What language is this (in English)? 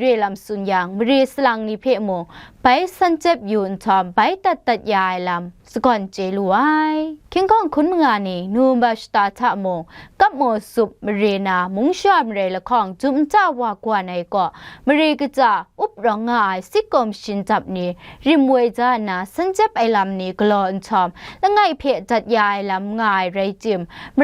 Kachin